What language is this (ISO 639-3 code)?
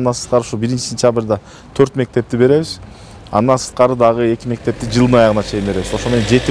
kir